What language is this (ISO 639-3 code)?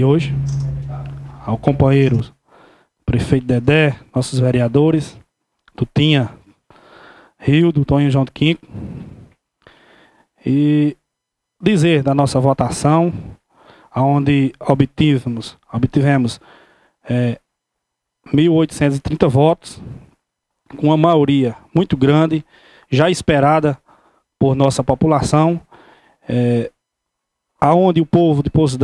por